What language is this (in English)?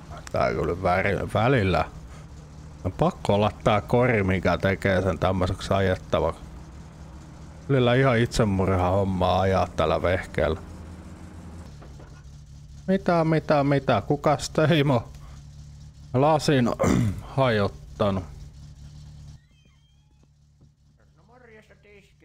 Finnish